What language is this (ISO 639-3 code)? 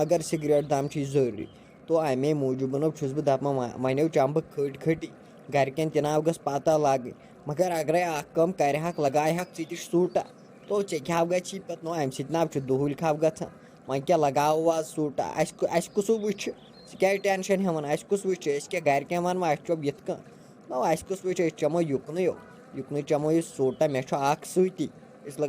kas